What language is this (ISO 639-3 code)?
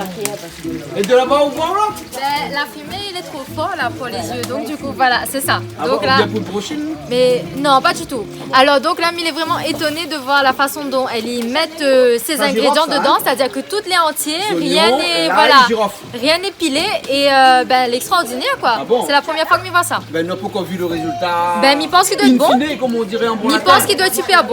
rcf